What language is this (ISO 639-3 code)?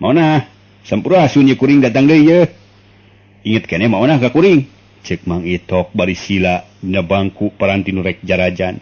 sun